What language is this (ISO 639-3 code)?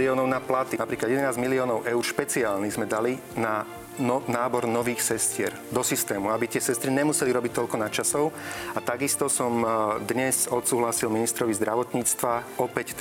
slk